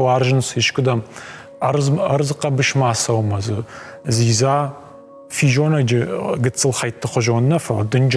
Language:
Ossetic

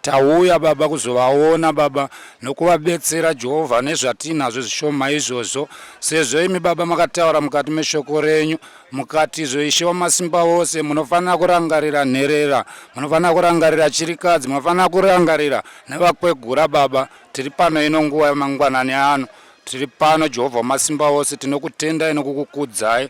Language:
Shona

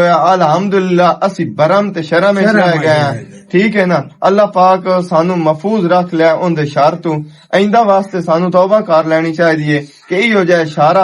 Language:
Western Panjabi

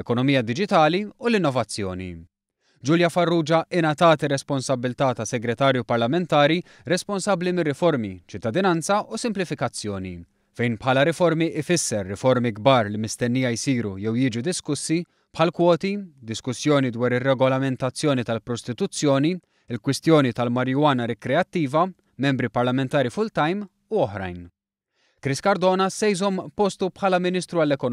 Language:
Maltese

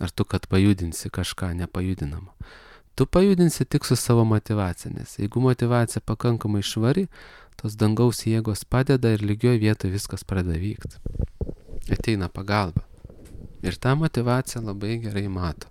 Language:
Lithuanian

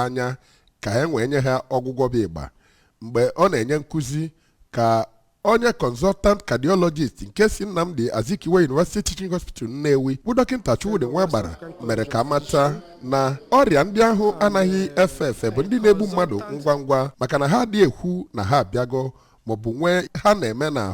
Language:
Igbo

